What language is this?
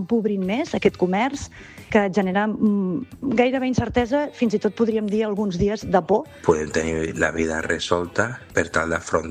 Catalan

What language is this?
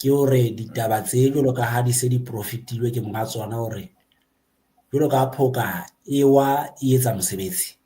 Southern Sotho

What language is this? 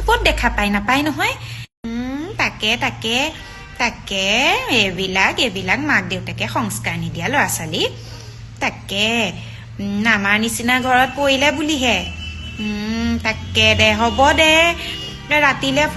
Assamese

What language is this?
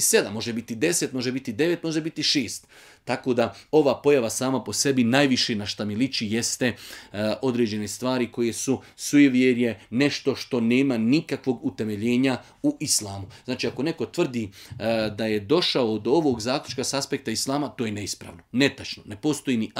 Bosnian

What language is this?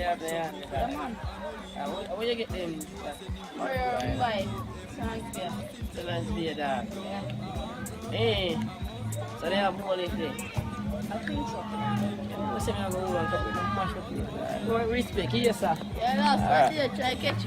Jamaican Creole English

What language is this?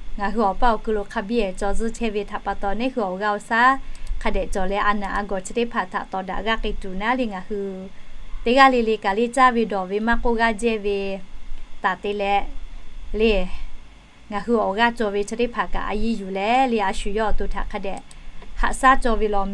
Lahu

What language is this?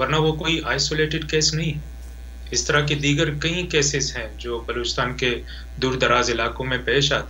Urdu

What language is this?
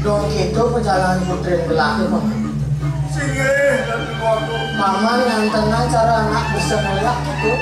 Balinese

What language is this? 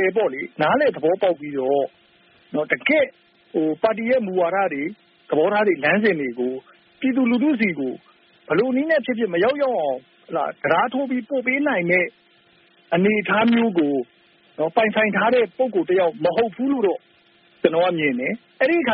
Burmese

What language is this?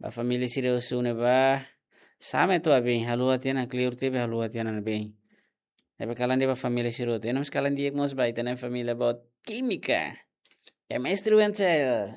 Tetum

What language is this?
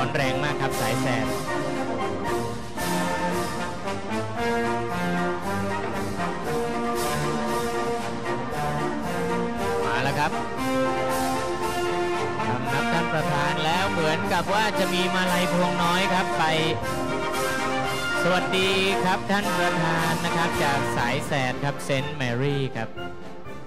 Thai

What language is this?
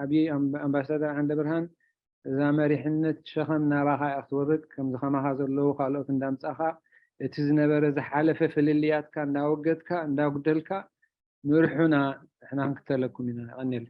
Tigrinya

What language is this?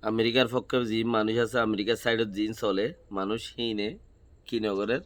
Rohingya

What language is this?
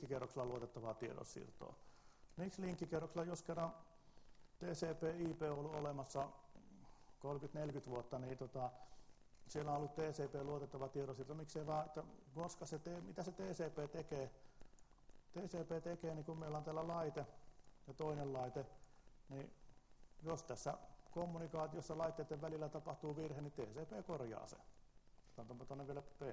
Finnish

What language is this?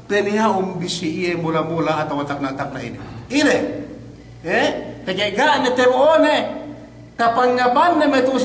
Yakan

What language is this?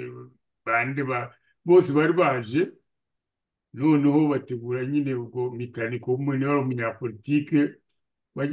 Kinyarwanda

